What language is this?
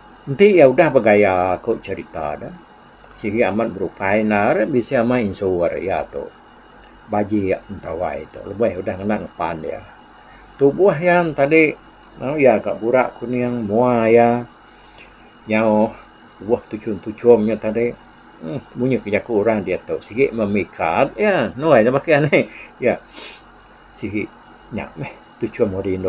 Iban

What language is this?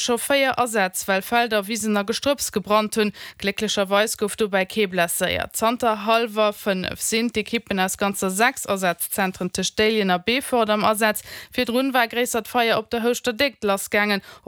Luxembourgish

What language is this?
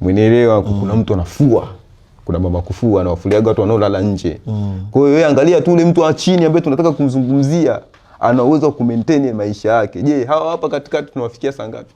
Swahili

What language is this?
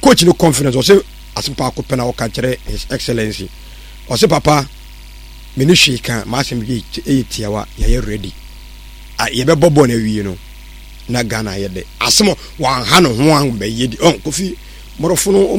Akan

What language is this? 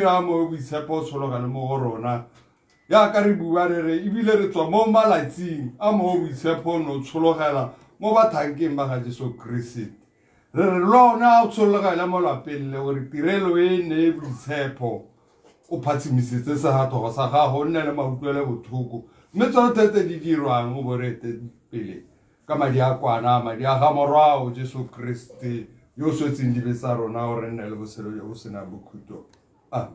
Tswana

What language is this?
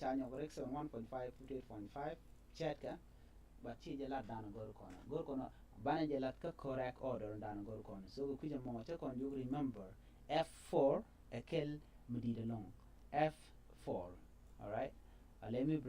Nuer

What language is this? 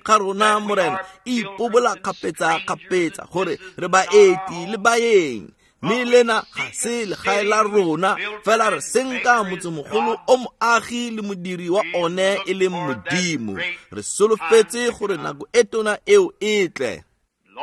Tswana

